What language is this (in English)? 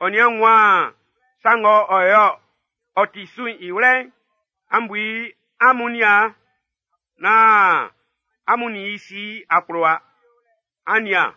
Baoulé